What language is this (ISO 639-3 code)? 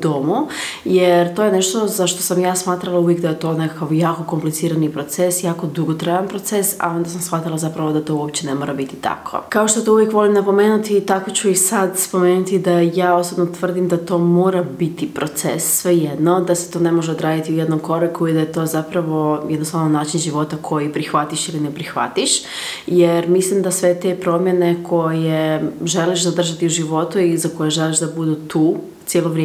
hrv